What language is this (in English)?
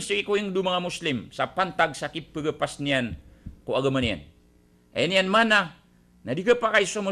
Maranao